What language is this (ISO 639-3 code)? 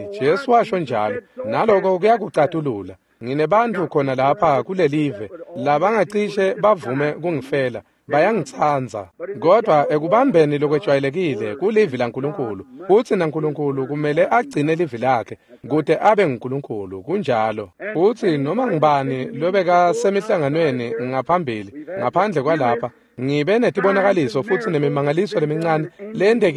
ssw